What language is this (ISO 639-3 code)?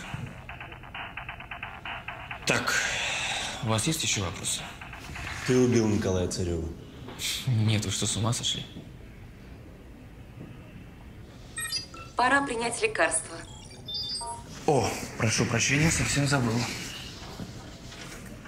rus